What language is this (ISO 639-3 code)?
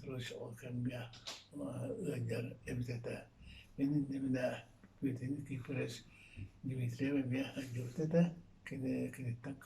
sah